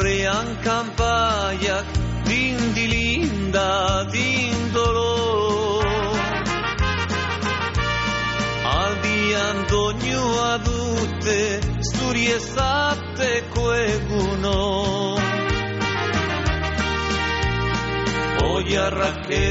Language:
Basque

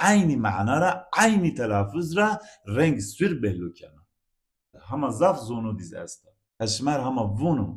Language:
Zaza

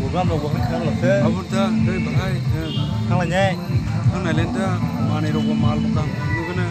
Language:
Kok Borok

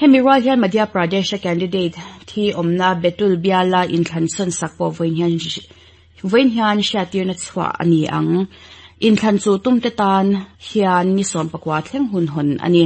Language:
Mizo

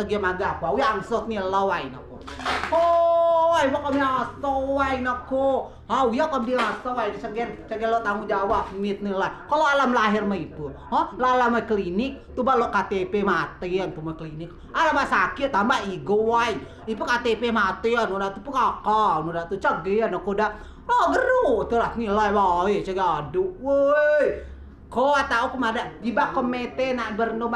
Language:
Rejang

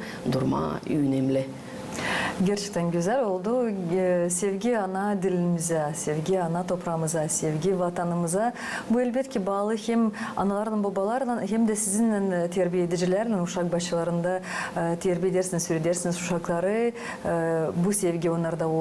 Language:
Gagauz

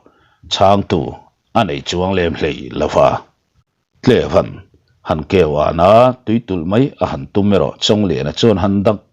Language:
Mizo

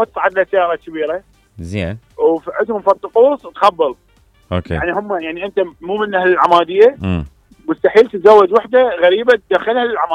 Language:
Mesopotamian Arabic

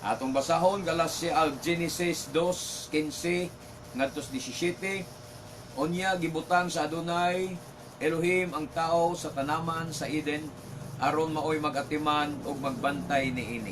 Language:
Cebuano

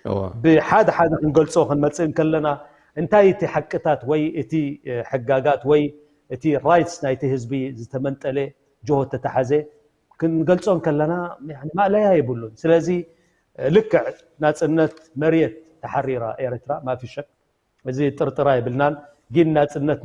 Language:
Tigrinya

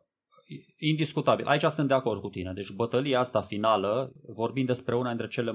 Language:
Romanian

